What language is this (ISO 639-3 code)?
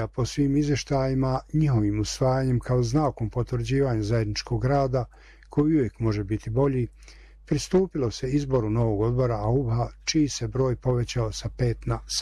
bos